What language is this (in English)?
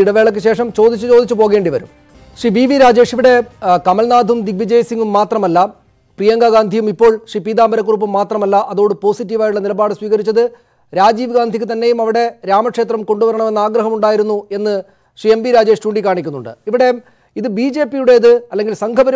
Malayalam